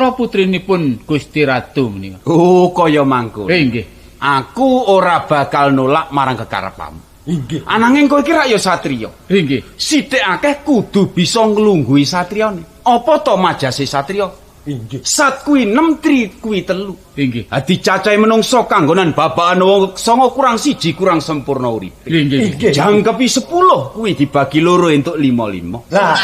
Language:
Javanese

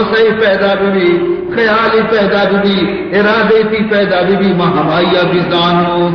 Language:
Baluchi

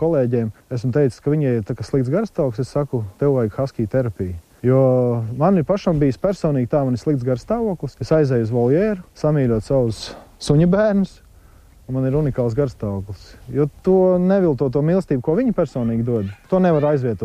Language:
Latvian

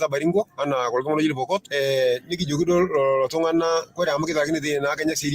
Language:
Masai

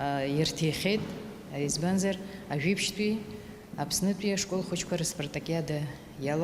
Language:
Abkhazian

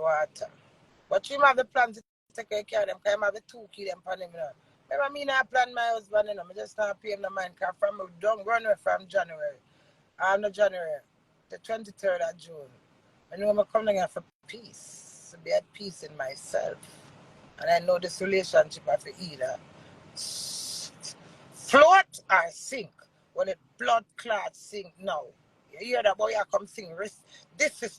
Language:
Jamaican Creole English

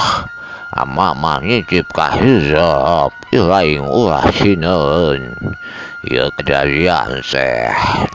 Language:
Sundanese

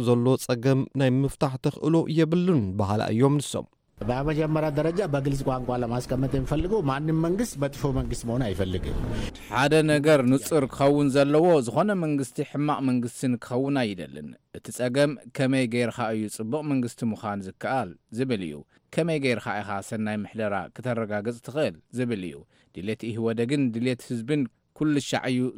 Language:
Tigrinya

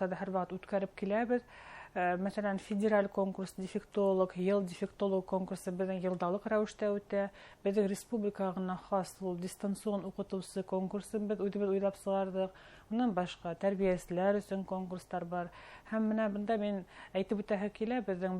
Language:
Bashkir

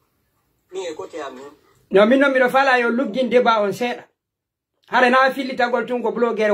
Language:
Fula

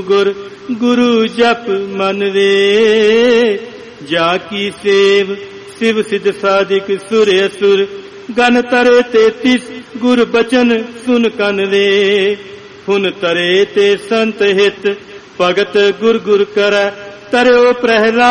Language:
Punjabi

